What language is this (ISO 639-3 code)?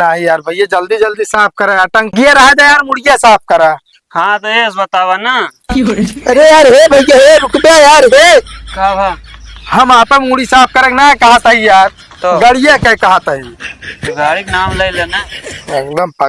awa